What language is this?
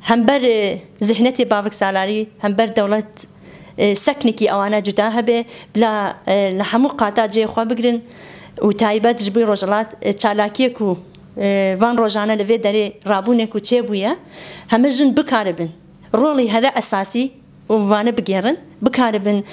Kurdish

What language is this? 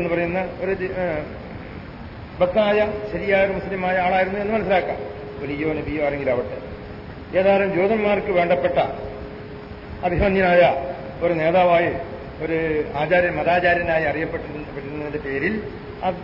Malayalam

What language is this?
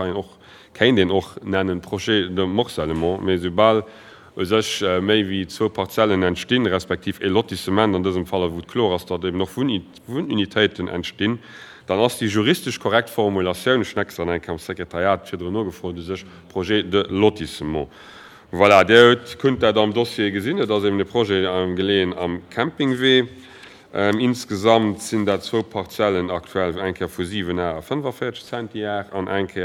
Luxembourgish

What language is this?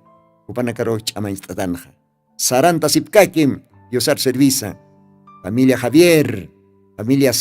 Aymara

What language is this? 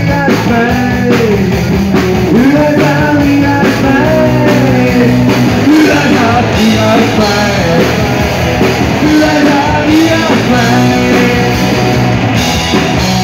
Estonian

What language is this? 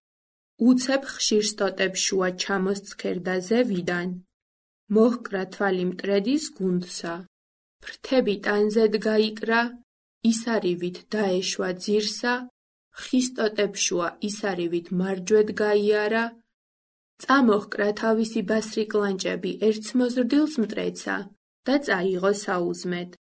Georgian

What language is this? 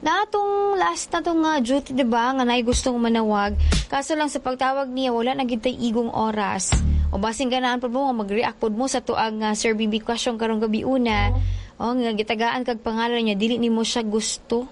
Cebuano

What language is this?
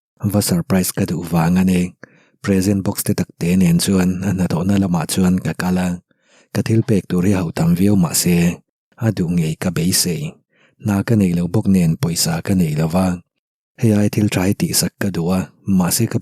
Mizo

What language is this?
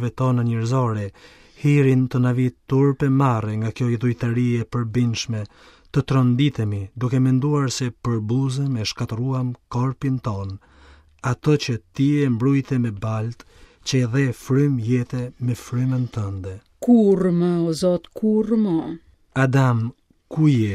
Albanian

